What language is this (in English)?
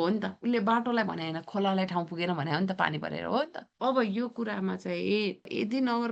Nepali